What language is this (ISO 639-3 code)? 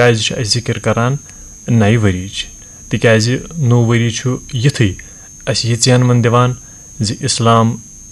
kas